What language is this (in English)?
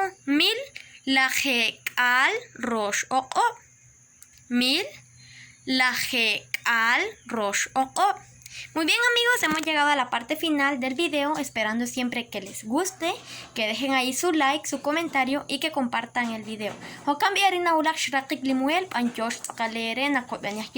Kekchí